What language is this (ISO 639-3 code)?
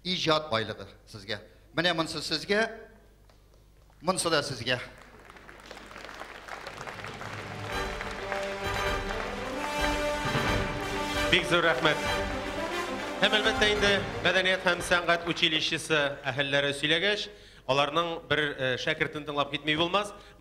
tat